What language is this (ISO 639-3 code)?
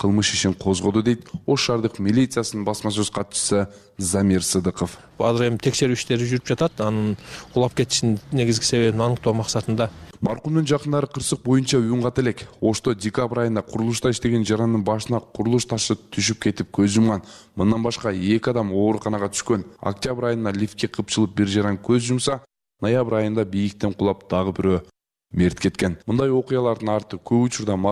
kir